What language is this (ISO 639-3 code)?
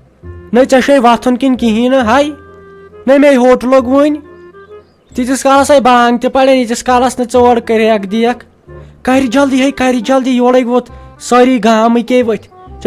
kas